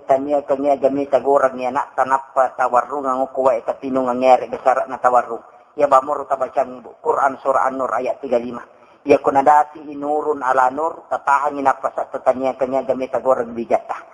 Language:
Buginese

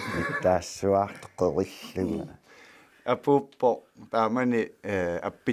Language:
Kalaallisut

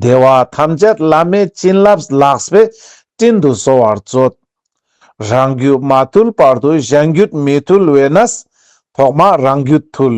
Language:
Ladakhi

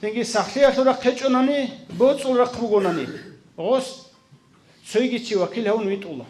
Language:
Avaric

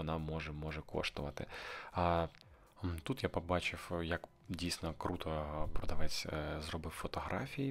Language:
Ukrainian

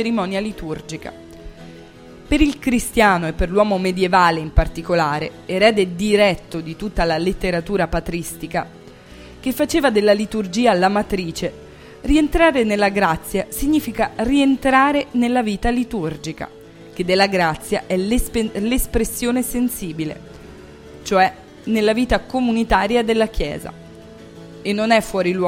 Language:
Italian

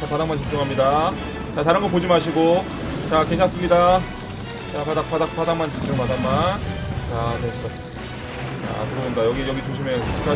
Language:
Korean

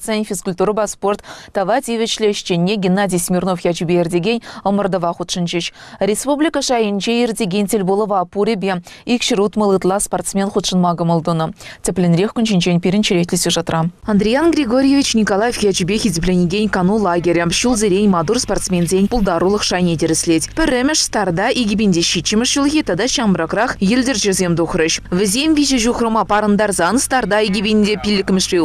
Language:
Chuvash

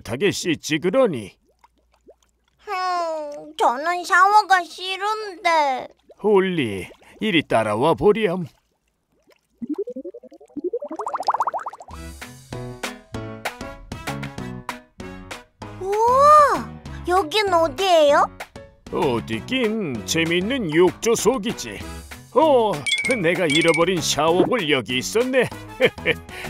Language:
Korean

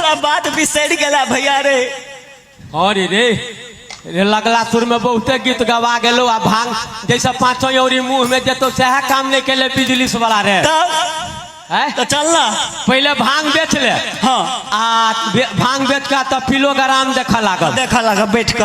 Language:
Maithili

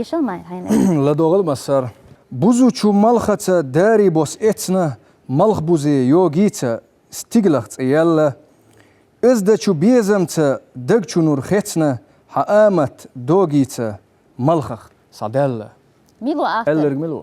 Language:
Chechen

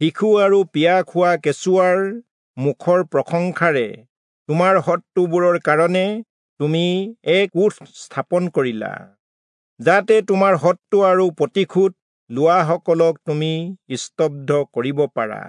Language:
Assamese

